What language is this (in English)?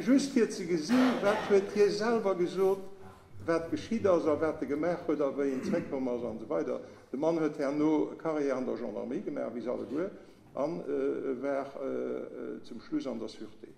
Luxembourgish